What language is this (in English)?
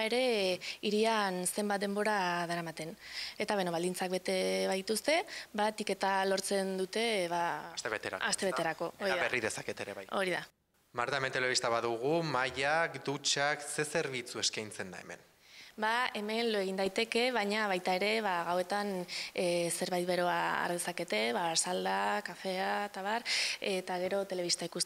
Basque